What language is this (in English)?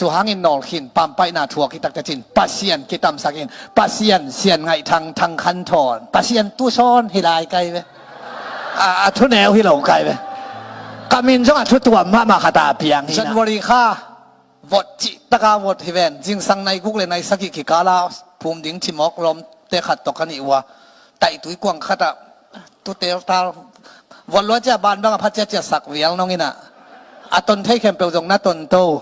Tedim Chin